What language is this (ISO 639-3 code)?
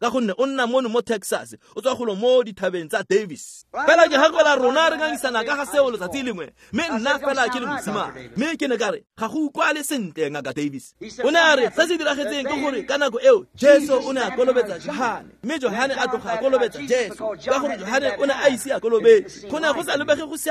tsn